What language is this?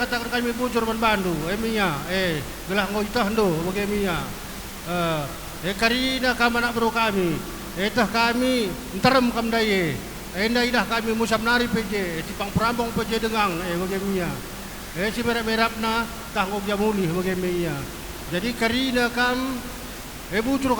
Batak Karo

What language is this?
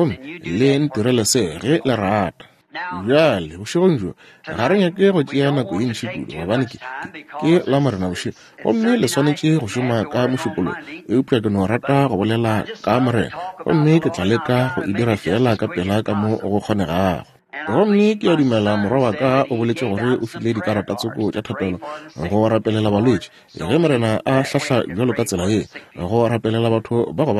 Northern Sotho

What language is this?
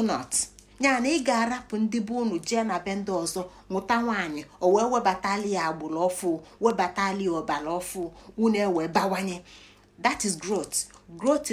Igbo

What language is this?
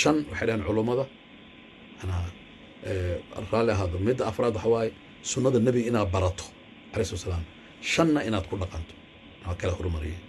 Somali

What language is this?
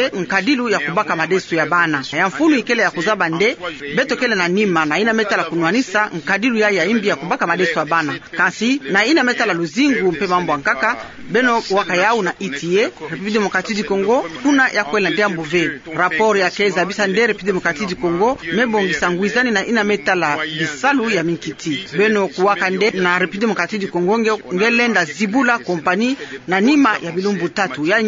Kituba (Democratic Republic of Congo)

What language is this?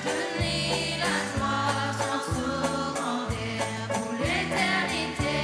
Morisyen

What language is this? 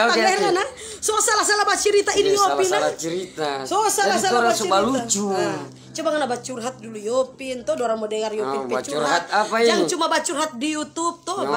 Manado Malay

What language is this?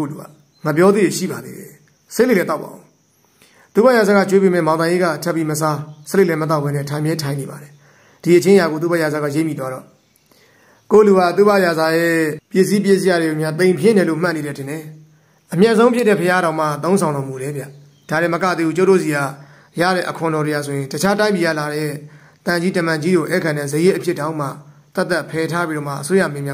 Burmese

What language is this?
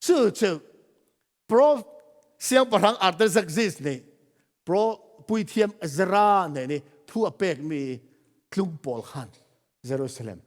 Falam Chin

